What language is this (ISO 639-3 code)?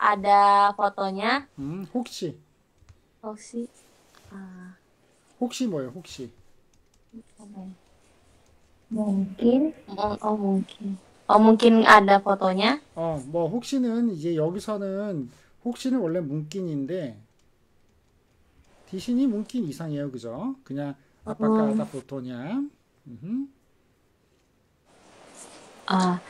kor